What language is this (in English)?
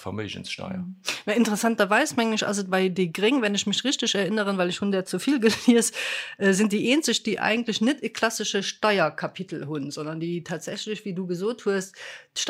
Luxembourgish